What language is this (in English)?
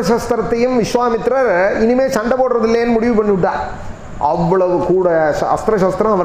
Tamil